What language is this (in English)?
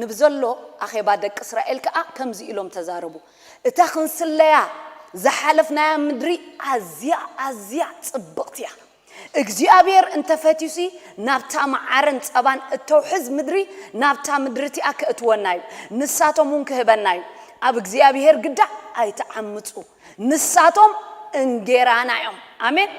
Tigrinya